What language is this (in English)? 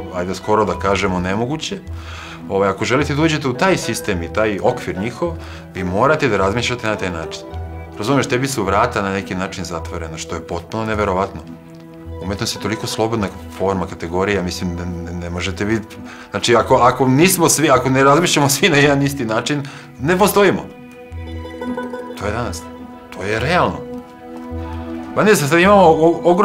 Serbian